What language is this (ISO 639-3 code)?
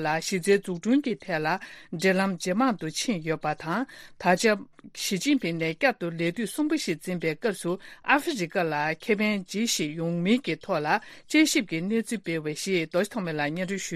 bod